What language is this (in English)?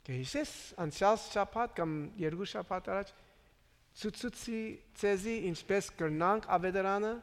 Armenian